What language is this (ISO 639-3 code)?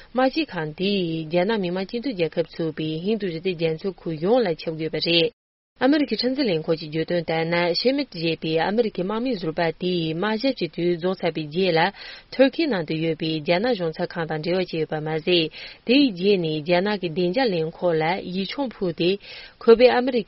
bod